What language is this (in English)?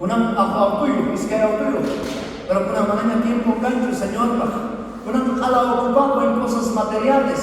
South Bolivian Quechua